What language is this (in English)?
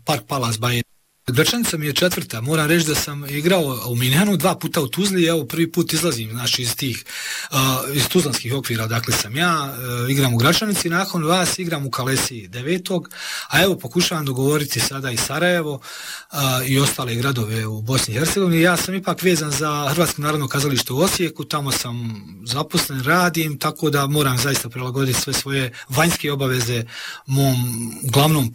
Bosnian